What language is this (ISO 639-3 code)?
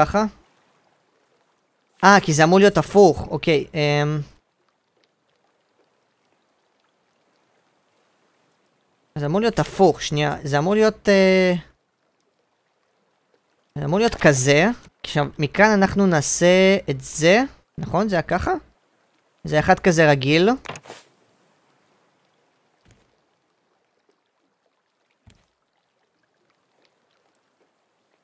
heb